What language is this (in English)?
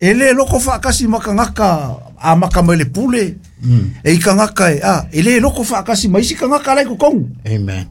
Samoan